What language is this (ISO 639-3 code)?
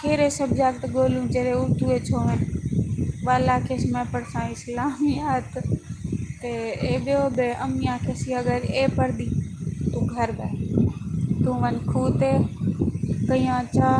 skr